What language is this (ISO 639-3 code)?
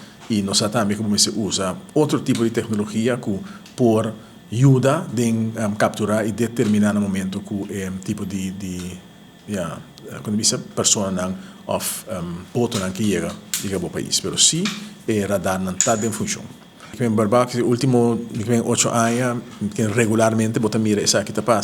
pap